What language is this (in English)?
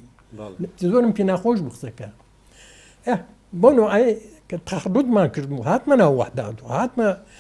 Central Kurdish